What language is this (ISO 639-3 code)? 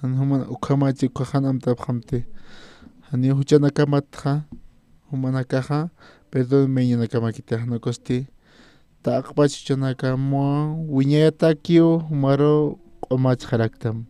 aym